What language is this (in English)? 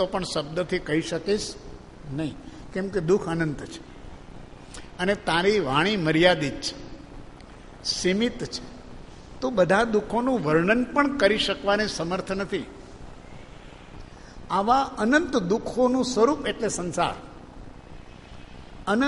Gujarati